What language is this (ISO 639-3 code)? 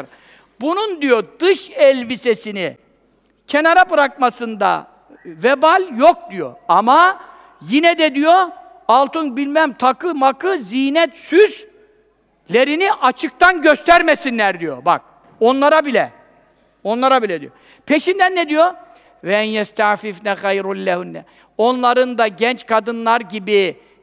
tur